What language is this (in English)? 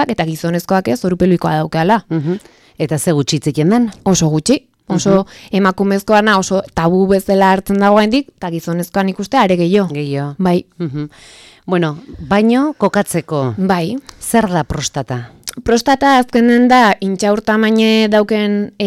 Basque